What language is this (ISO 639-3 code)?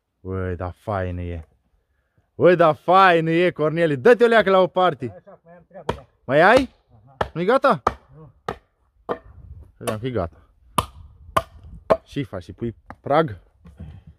ron